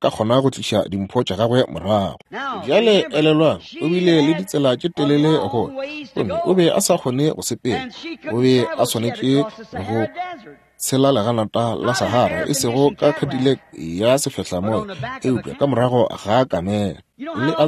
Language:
Northern Sotho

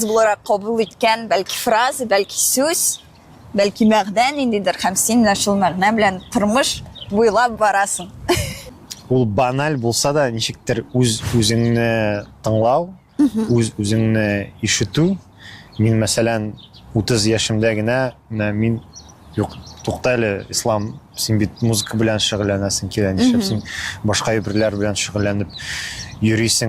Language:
Tatar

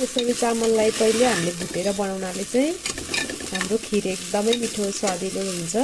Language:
Nepali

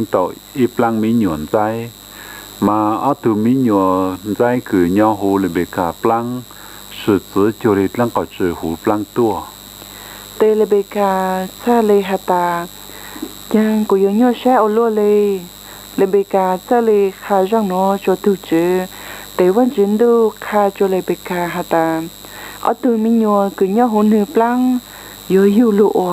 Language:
Hmong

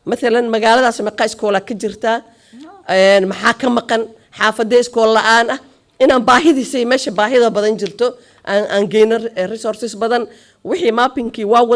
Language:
Somali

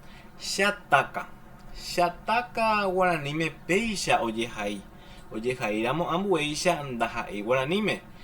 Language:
Guarani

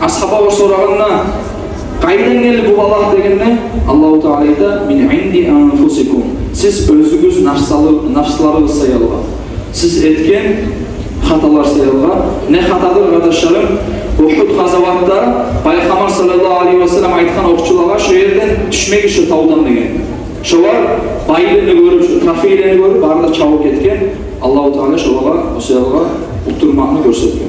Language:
Kumyk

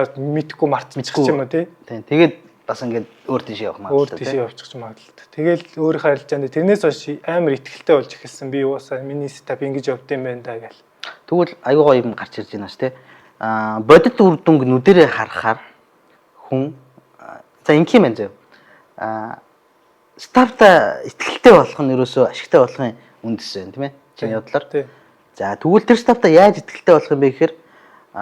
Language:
Mongolian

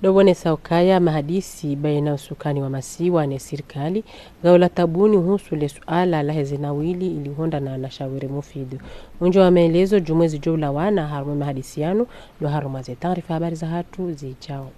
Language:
Ngazidja Comorian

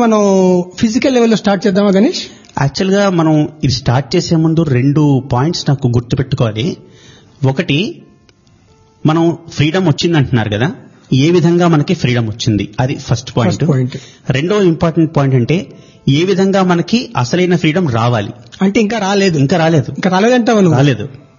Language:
Telugu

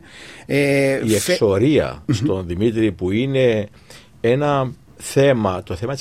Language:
Greek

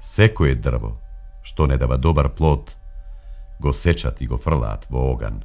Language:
Macedonian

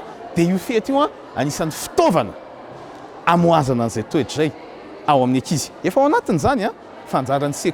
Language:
Malagasy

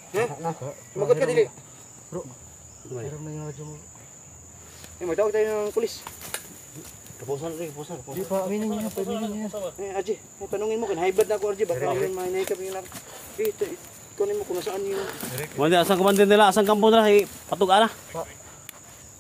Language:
Filipino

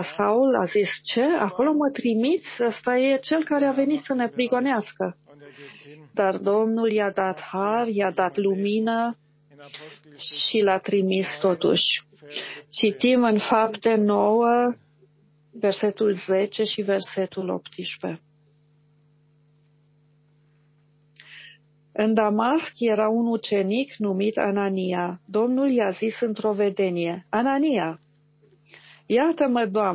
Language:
Romanian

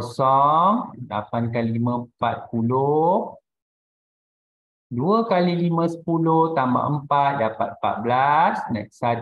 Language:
Malay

